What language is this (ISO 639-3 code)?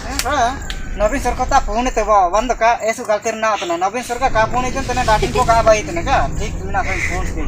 hoc